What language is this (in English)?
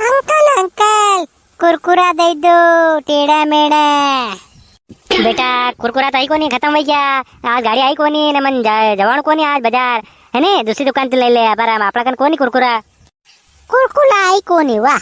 Rajasthani